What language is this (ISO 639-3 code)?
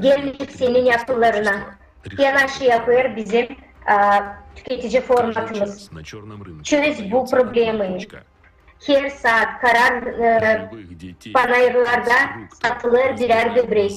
gag